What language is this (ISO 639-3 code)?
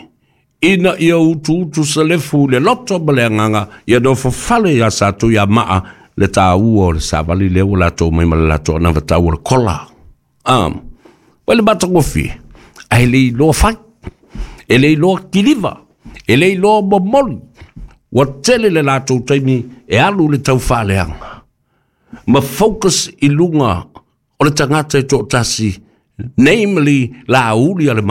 smo